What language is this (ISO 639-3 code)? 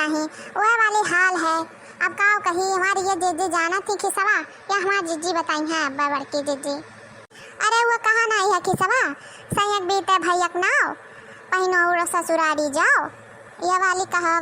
awa